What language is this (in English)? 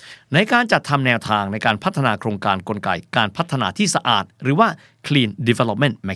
Thai